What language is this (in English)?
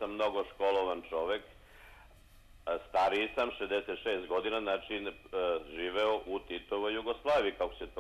Serbian